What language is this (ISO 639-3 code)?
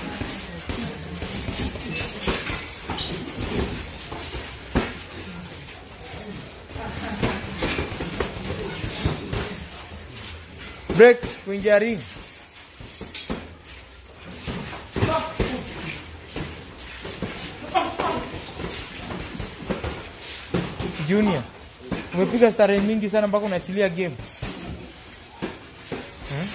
swa